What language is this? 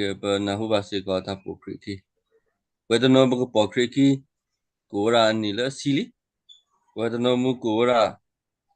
S'gaw Karen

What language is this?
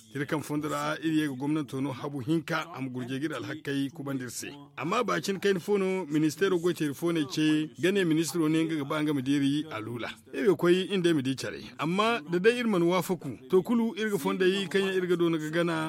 Zarma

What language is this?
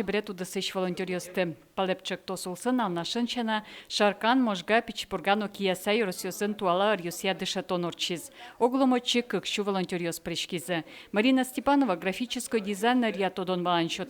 Udmurt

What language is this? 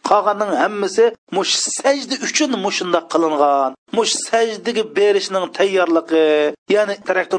Uyghur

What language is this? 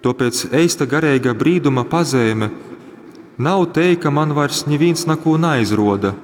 Latgalian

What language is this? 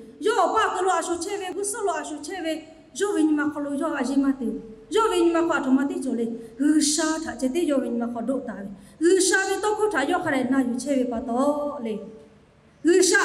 Lahu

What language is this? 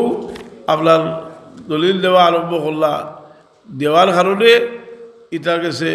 Sylheti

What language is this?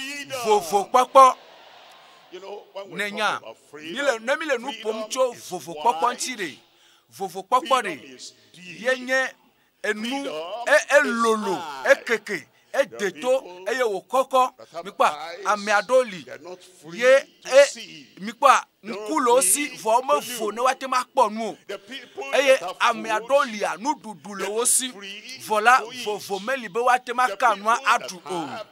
Ewe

